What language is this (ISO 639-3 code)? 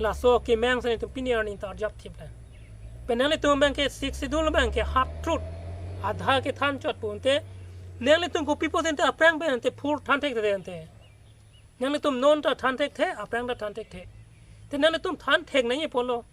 mjw